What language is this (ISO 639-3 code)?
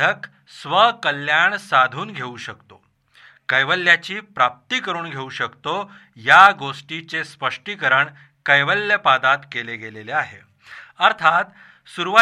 mar